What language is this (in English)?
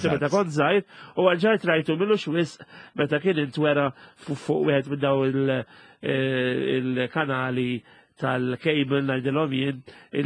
Maltese